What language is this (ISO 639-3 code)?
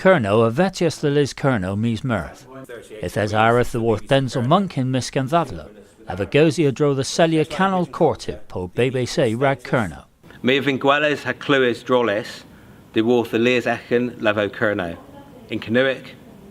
cor